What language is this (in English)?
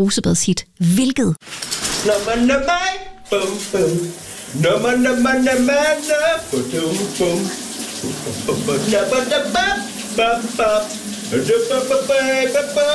Danish